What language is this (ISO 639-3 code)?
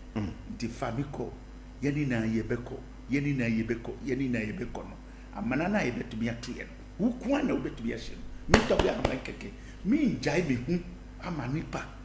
aka